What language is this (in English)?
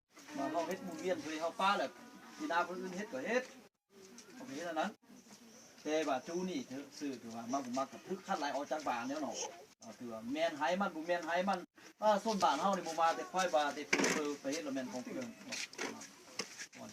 Lao